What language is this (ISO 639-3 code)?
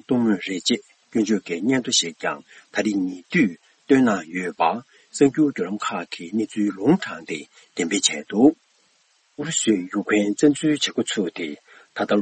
bod